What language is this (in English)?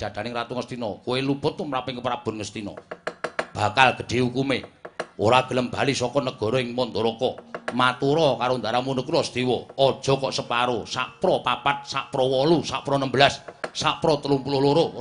Javanese